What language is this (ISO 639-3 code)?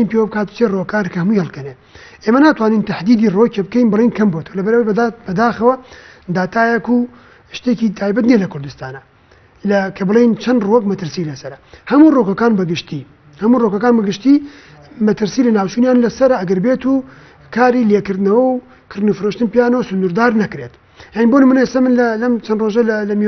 ckb